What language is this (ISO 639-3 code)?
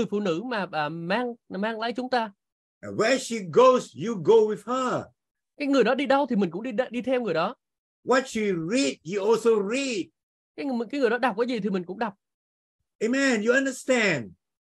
vie